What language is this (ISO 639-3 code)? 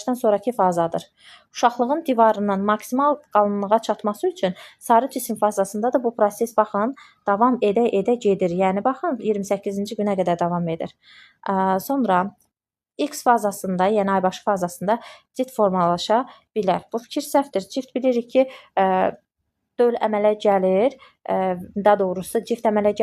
aze